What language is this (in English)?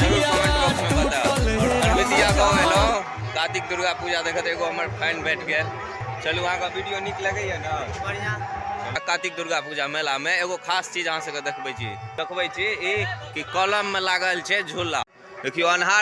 Maithili